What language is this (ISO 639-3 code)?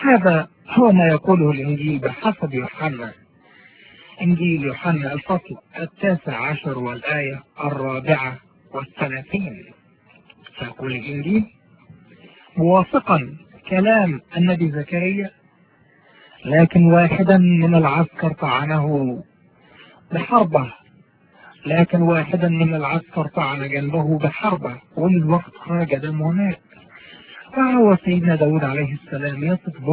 ara